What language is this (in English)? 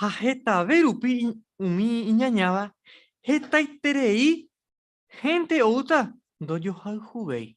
Guarani